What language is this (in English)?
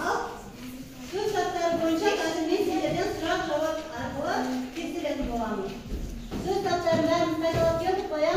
Kazakh